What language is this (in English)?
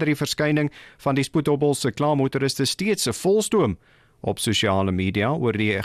Afrikaans